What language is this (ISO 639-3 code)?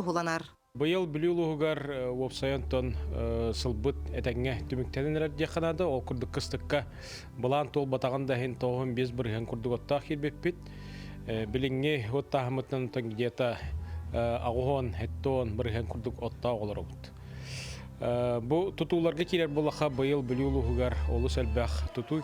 sah